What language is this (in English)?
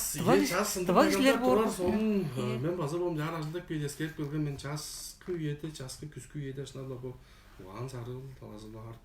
Tuvinian